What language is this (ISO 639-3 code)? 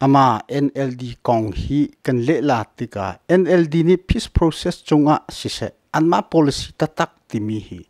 cnh